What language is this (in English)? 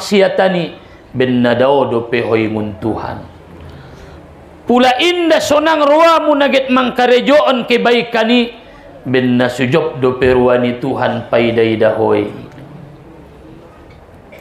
Batak Mandailing